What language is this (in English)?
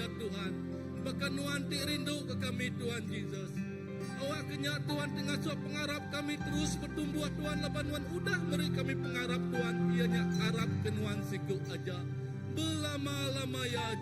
Iban